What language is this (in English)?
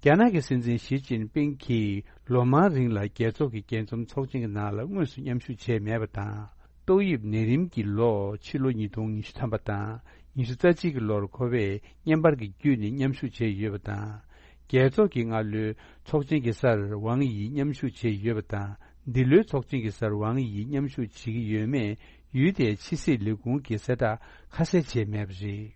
Tibetan